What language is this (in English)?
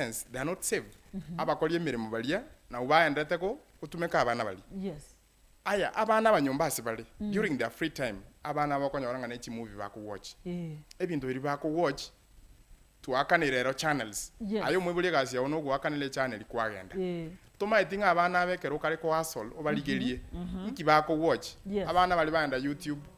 Gusii